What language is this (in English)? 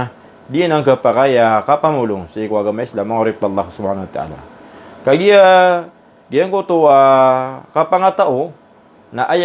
Maranao